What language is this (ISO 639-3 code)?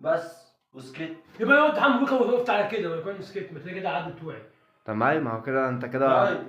arz